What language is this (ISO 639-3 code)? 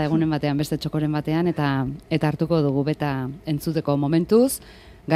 eus